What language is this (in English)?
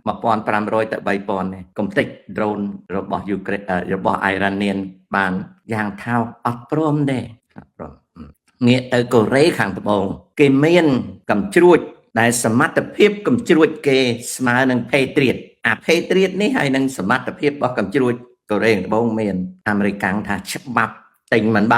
Khmer